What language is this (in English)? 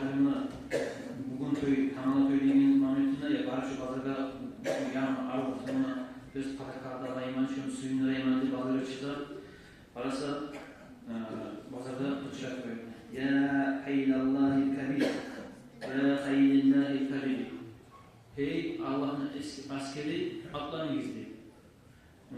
Kumyk